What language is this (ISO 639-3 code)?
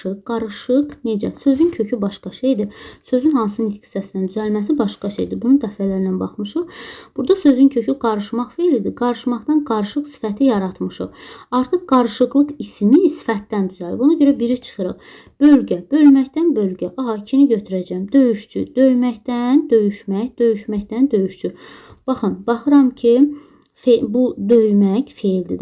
aze